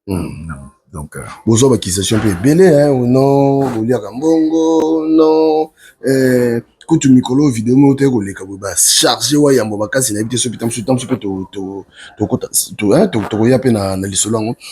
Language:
Lingala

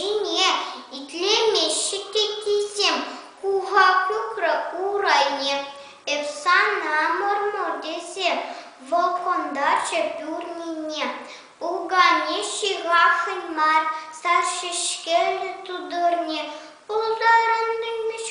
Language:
Chuvash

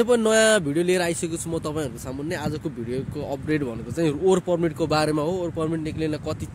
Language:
Nepali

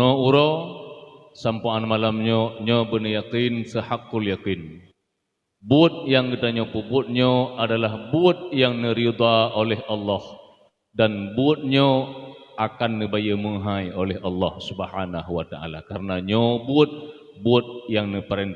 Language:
Achinese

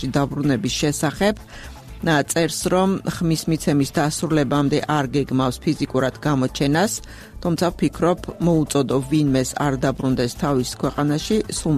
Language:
Georgian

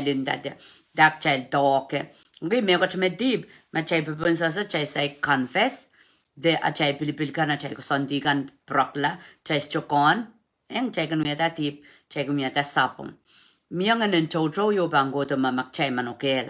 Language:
Pohnpeian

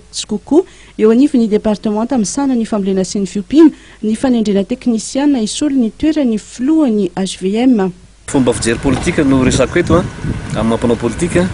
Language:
Malagasy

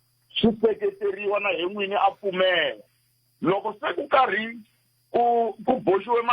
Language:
Tsonga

